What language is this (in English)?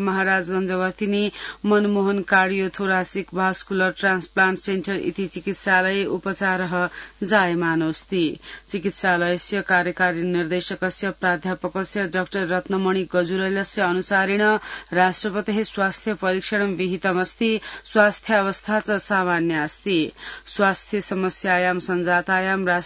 Sanskrit